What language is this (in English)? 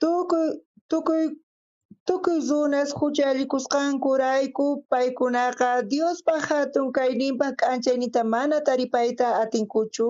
South Bolivian Quechua